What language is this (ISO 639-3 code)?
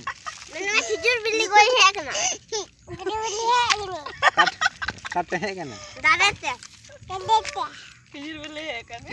sat